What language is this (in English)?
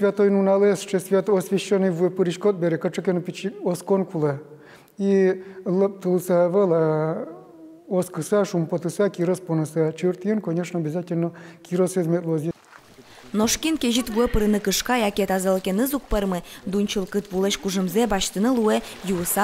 Udmurt